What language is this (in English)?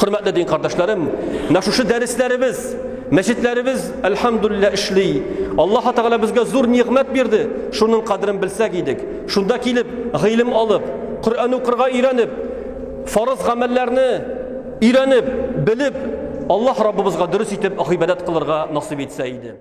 Tatar